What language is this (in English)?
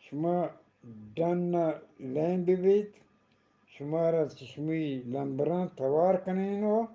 Eastern Balochi